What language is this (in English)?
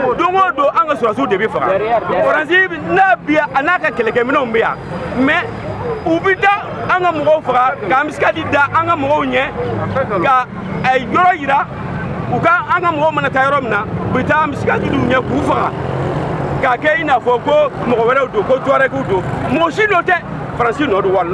Bambara